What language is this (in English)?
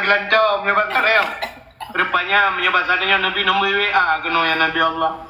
Achinese